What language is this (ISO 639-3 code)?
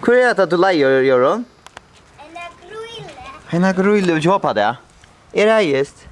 fao